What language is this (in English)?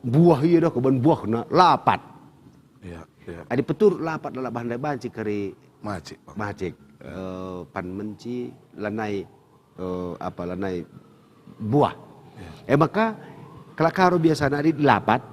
Batak Karo